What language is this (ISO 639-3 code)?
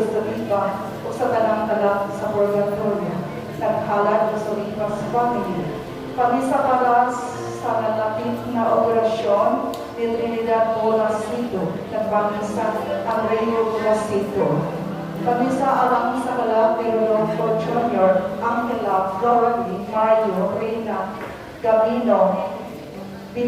ceb